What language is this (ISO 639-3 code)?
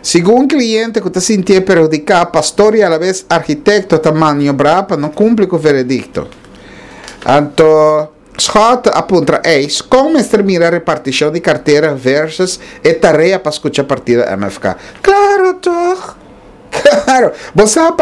pap